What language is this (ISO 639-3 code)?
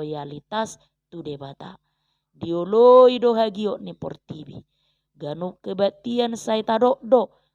bbc